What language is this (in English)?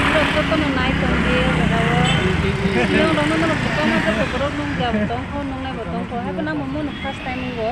Kok Borok